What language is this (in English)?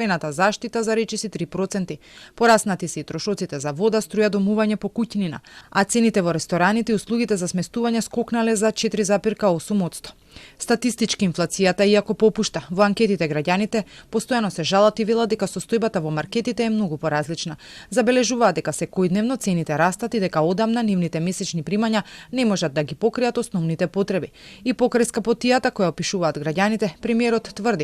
Macedonian